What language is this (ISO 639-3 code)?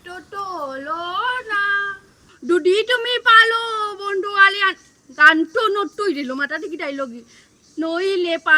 syl